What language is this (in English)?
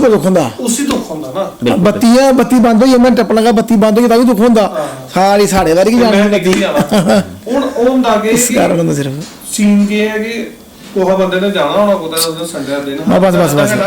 Dogri